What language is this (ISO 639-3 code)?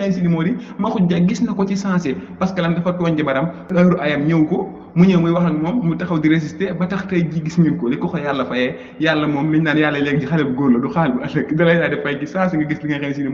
wol